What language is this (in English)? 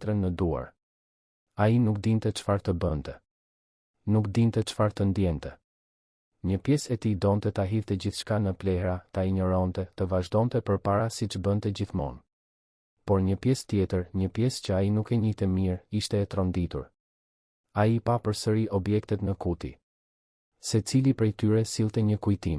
Albanian